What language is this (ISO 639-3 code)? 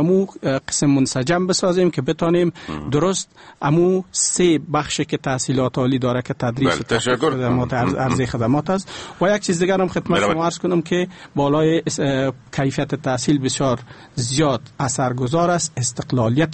fas